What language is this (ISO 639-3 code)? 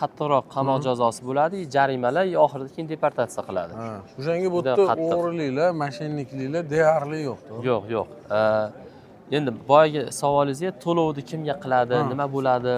uzb